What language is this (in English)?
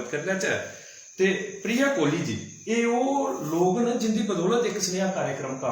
Dogri